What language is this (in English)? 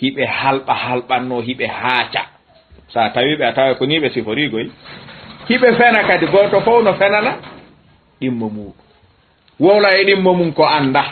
Fula